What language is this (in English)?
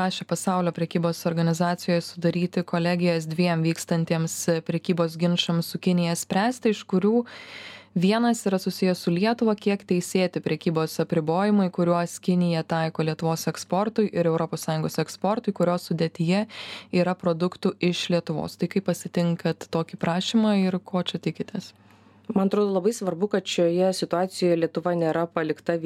Lithuanian